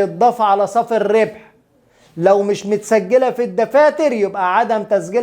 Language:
Egyptian Arabic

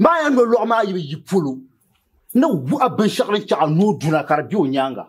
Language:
Dagbani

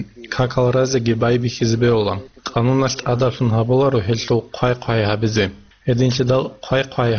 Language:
Avaric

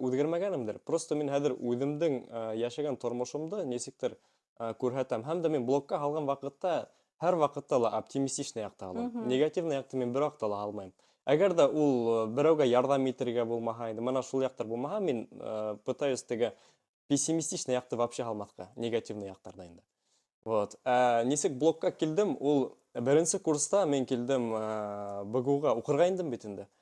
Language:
Bashkir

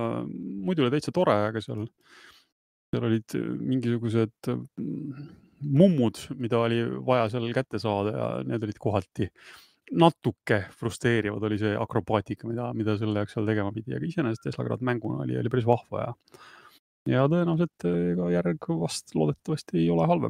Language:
Estonian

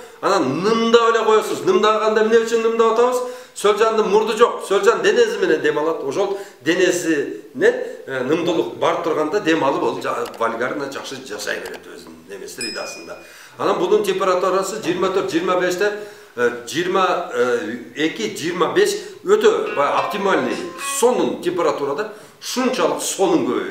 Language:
Kyrgyz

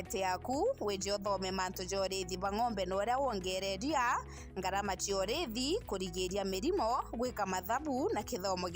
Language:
Meru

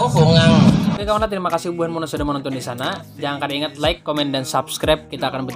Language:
Banjar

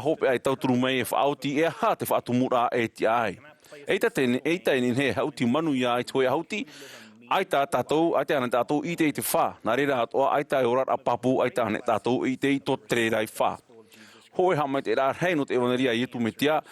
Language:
Tahitian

